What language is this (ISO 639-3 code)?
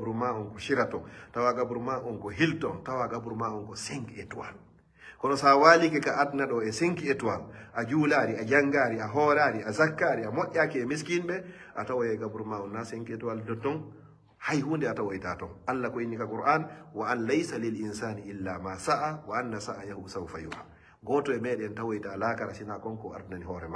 ful